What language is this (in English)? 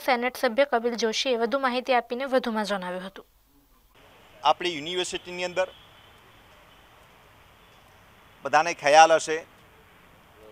Gujarati